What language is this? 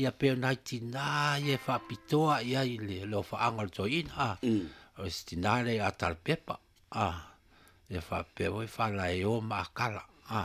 Samoan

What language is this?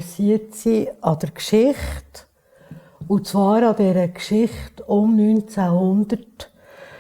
Swiss German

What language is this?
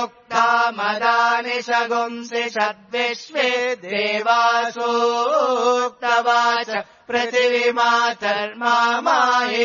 Sanskrit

